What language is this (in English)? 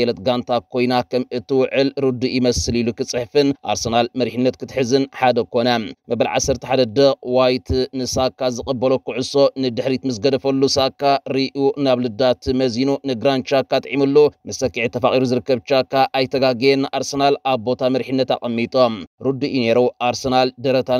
Tigrinya